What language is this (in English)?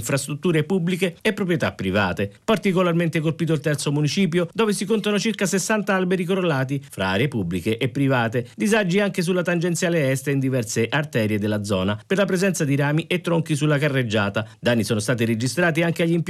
Italian